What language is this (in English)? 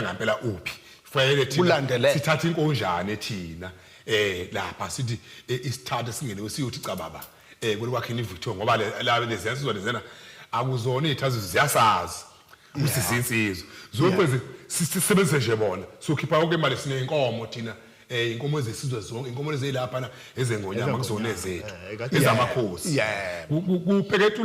Zulu